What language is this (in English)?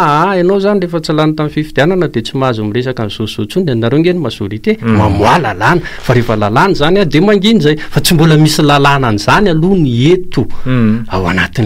Malagasy